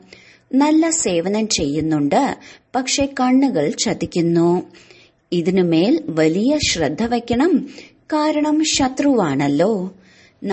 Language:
Malayalam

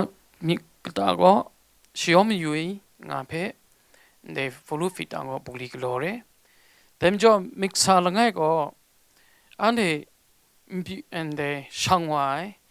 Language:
Kachin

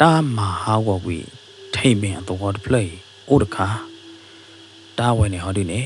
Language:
S'gaw Karen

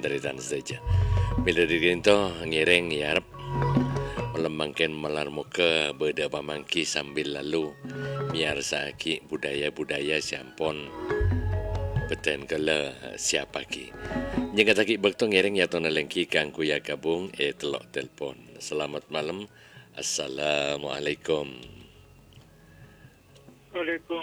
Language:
Madurese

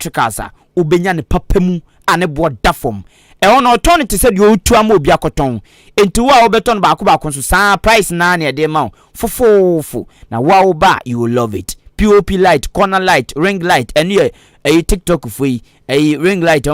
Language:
Akan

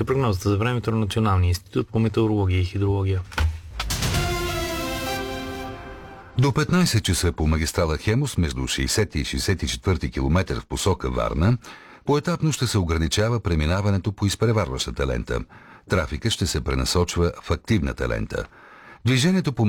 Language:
Bulgarian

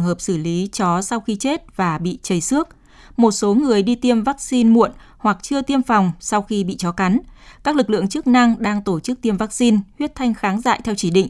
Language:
Vietnamese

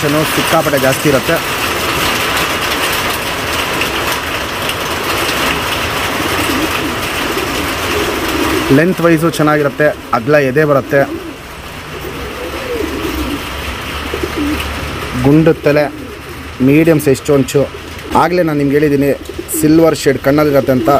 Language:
Kannada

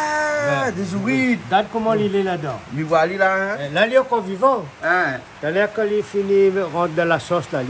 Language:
Réunion Creole French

